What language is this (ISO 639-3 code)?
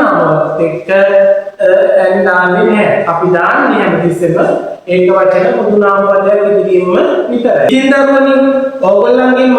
sin